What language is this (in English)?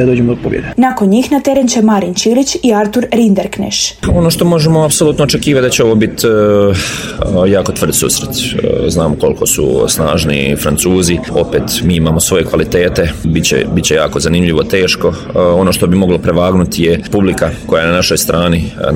Croatian